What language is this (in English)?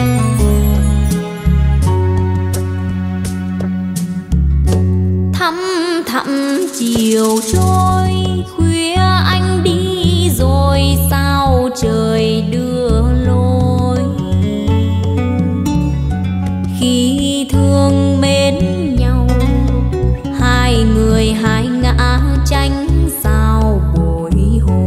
Vietnamese